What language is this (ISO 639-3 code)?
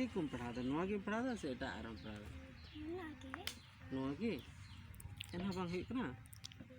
sat